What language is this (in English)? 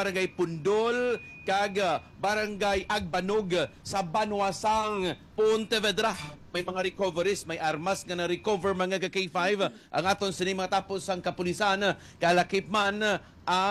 Hiligaynon